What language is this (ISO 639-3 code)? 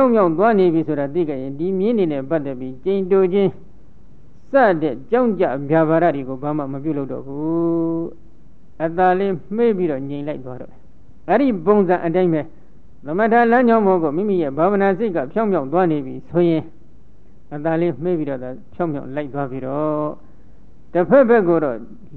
mya